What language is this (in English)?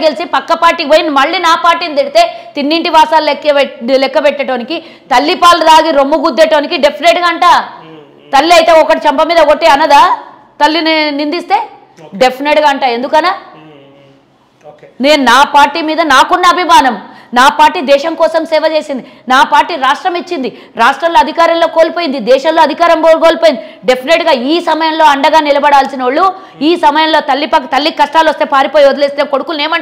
Telugu